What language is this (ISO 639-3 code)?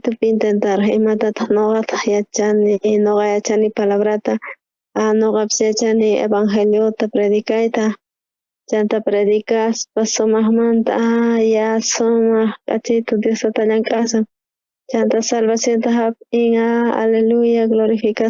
quh